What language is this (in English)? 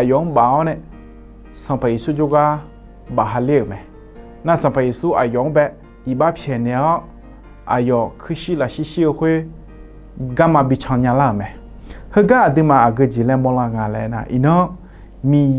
Akha